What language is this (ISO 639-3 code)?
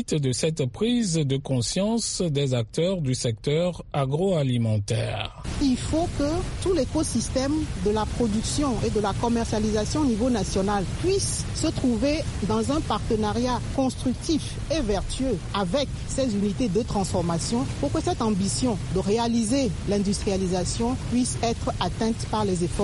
fra